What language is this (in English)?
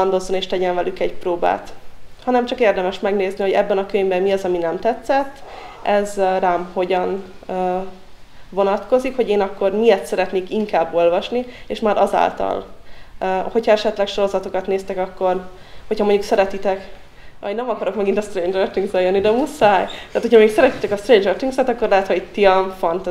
Hungarian